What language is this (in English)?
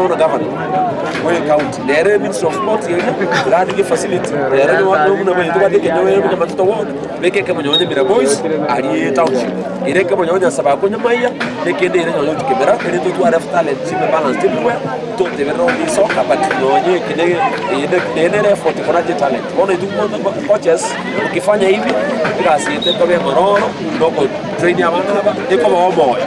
Gusii